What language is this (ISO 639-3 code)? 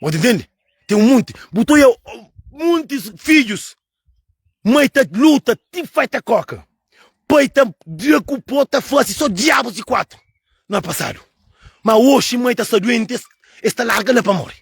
kea